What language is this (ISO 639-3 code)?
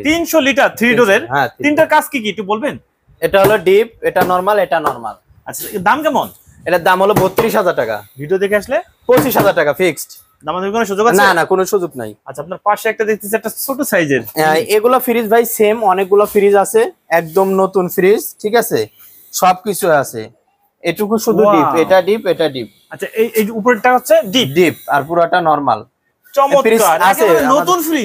ben